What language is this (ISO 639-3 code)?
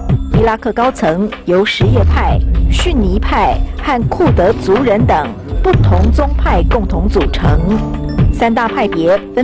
zho